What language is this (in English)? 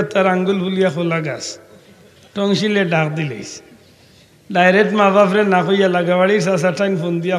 Sylheti